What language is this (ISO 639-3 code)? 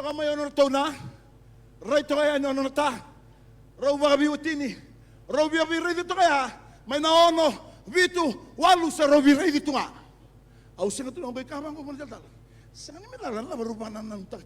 fij